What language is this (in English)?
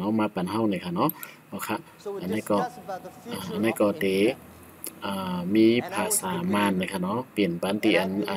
Shan